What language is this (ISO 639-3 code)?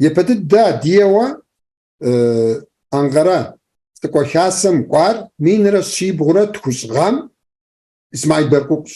kbd